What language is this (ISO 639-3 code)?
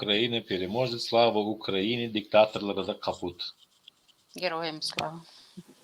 tuk